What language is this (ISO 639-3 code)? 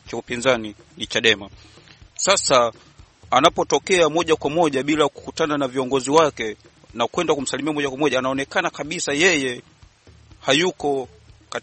swa